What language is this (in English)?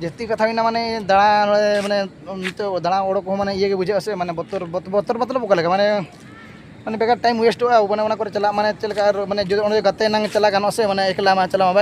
Santali